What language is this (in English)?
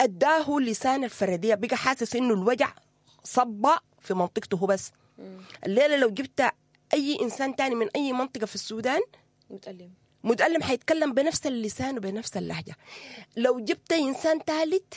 Sudanese Arabic